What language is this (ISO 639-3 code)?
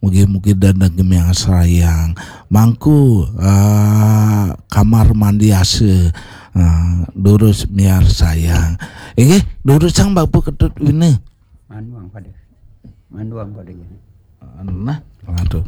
ban